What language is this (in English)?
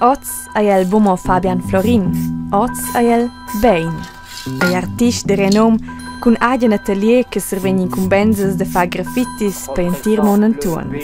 Romansh